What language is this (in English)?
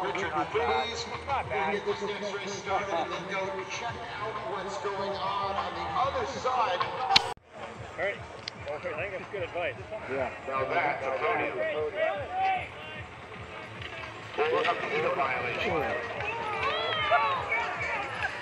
English